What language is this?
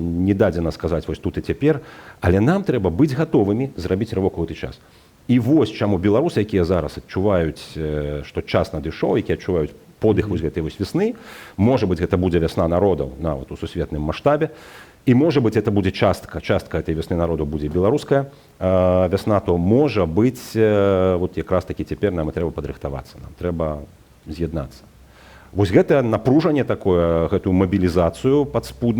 Belarusian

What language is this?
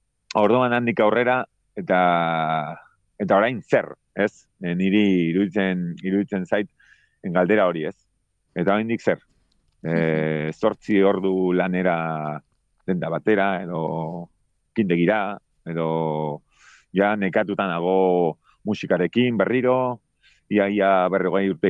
Basque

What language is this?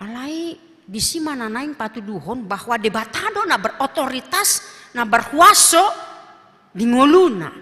Batak Toba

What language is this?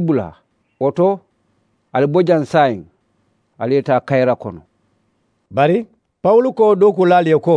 Mandingo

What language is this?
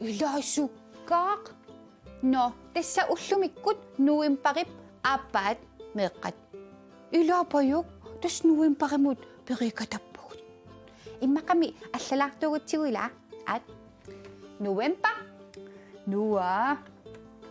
Kalaallisut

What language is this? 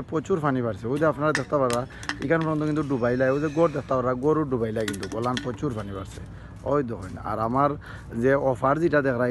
Sylheti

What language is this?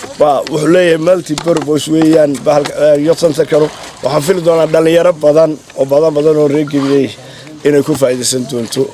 Somali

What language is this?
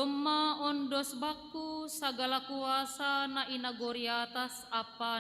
Batak Simalungun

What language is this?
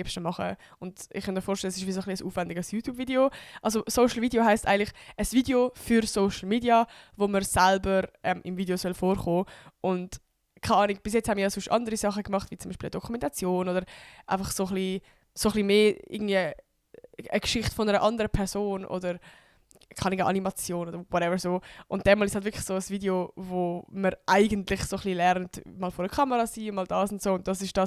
Swiss German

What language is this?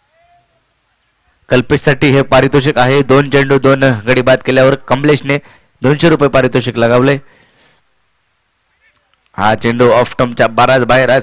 Marathi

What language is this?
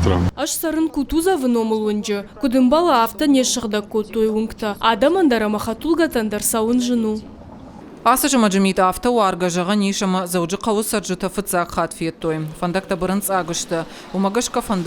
Ossetic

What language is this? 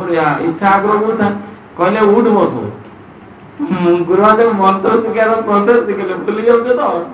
Odia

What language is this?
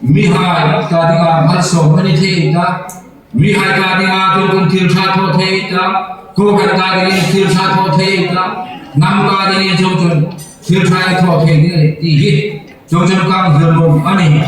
Hmar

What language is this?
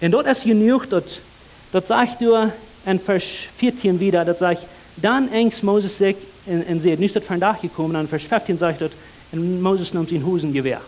Plautdietsch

